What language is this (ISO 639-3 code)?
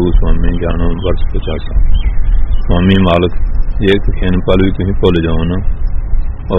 pan